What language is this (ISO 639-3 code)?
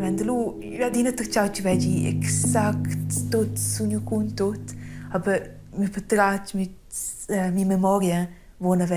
roh